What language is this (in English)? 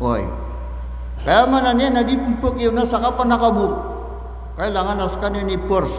Maranao